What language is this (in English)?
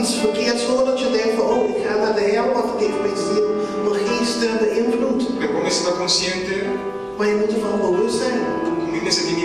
Papiamento